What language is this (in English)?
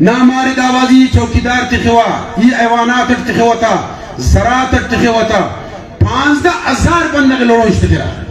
Brahui